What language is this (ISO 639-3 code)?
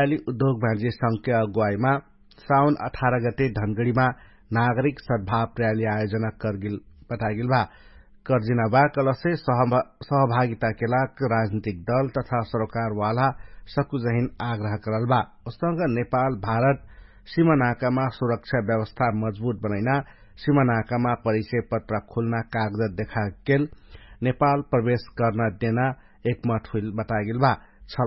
thl